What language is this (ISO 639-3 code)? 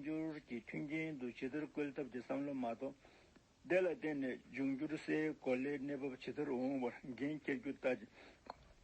bod